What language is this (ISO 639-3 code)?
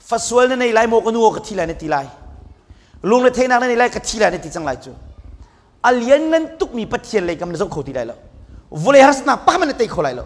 cnh